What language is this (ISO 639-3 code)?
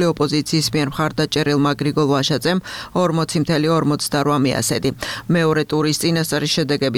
kat